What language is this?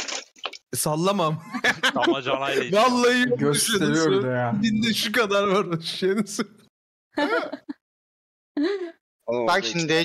Turkish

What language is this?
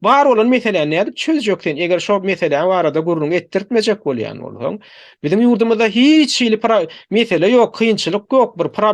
Turkmen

